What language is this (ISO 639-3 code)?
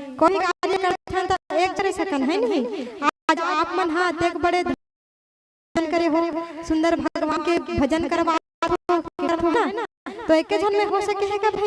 hne